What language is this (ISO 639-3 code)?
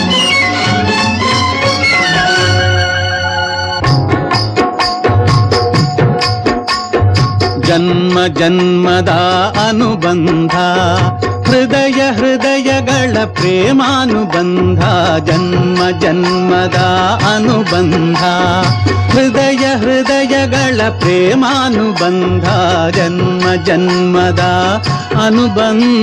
kan